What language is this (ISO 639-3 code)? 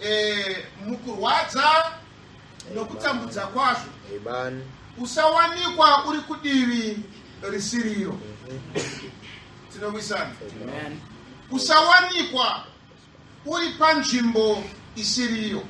sna